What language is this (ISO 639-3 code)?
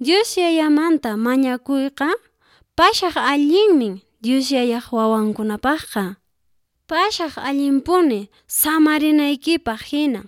que